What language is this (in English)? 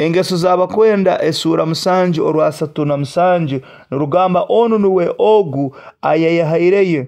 Nyoro